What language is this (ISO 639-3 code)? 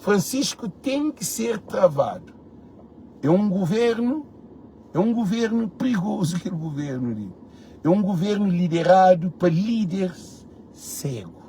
kea